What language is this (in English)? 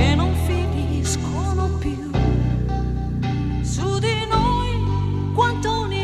Italian